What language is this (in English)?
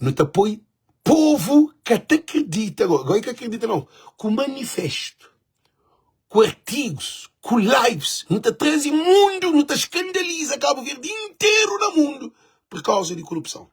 Kabuverdianu